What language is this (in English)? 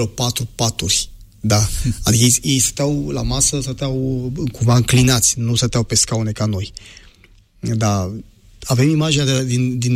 Romanian